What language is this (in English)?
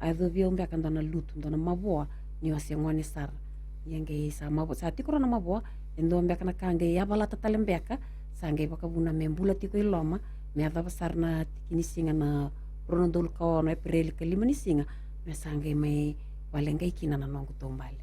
Fijian